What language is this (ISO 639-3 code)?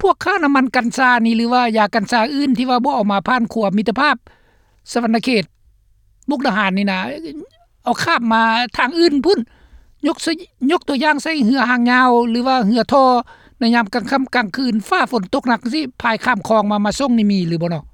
lao